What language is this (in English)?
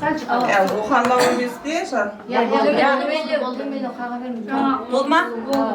Kara-Kalpak